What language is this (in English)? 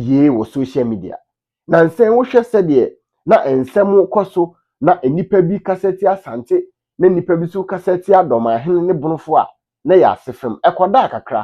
Akan